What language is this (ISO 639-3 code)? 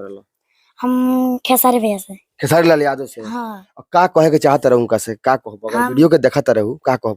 bho